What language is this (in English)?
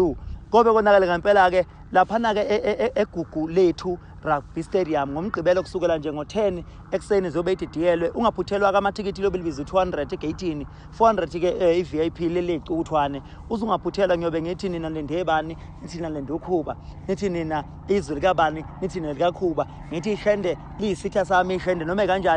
Zulu